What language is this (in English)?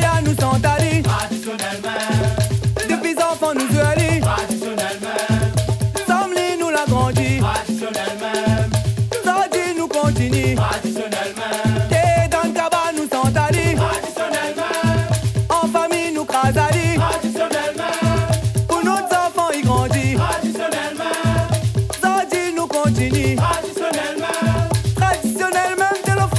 Réunion Creole French